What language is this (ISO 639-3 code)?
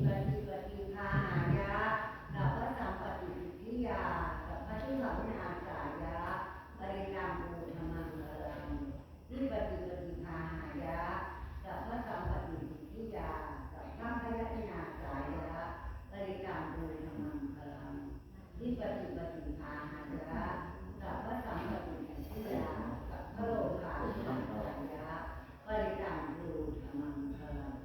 pli